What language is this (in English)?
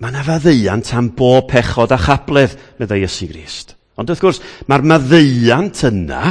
Welsh